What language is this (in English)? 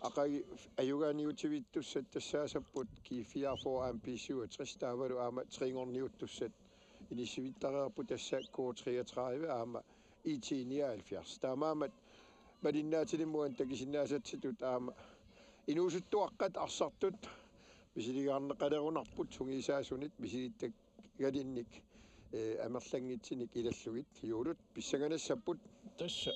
Kalaallisut